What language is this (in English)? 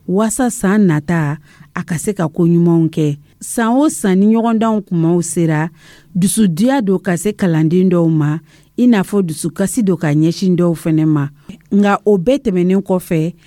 Dyula